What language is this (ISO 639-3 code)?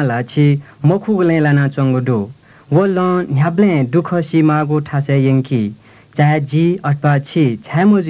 new